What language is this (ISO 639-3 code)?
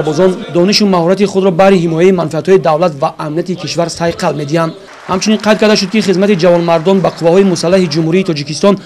tgk